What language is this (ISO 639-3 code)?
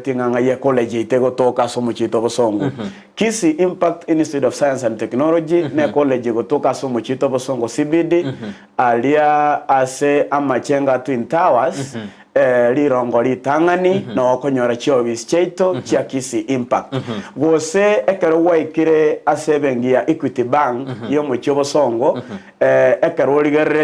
guz